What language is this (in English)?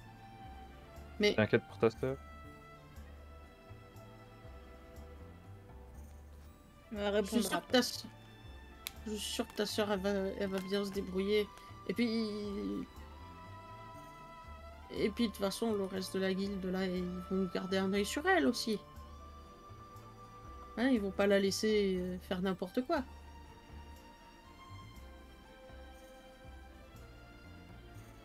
French